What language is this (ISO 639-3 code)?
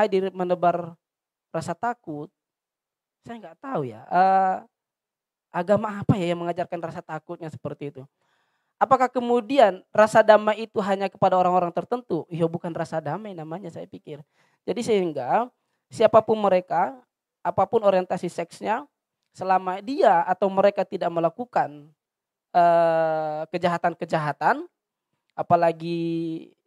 ind